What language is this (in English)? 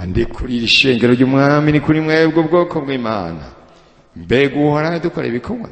Rundi